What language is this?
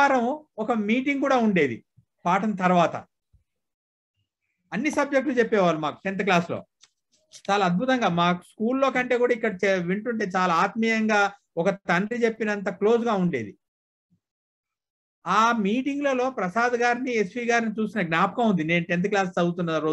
Telugu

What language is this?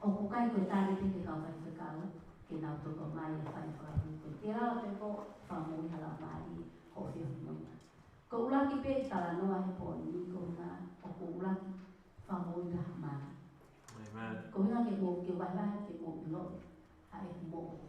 Tongan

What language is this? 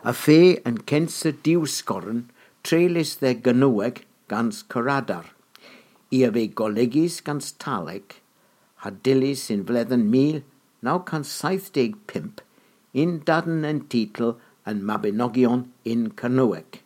Cornish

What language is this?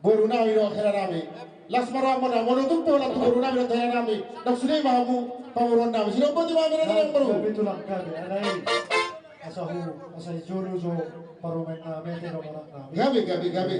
Batak Toba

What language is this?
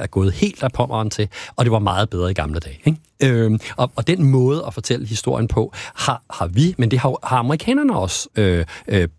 Danish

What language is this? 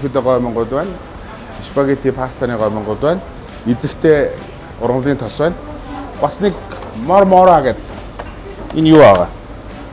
Mongolian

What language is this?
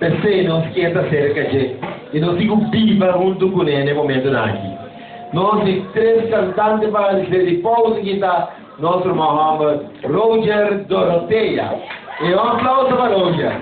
Papiamento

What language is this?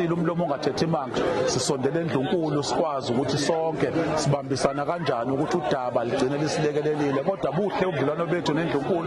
Zulu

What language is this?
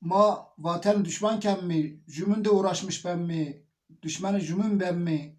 Zaza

